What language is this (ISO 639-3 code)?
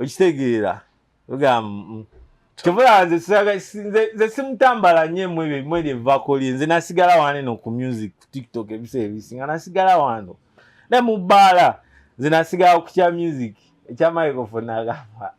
lug